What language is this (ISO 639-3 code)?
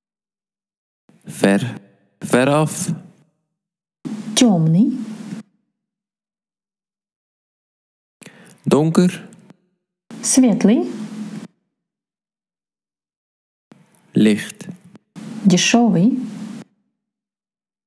nld